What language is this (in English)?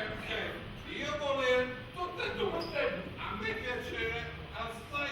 Neapolitan